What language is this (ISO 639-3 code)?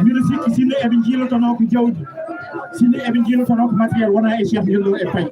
ful